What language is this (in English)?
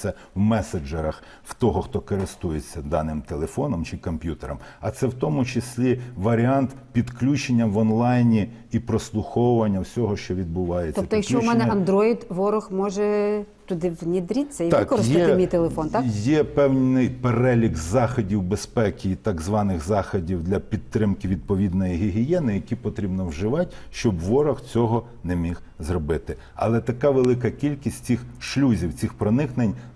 Ukrainian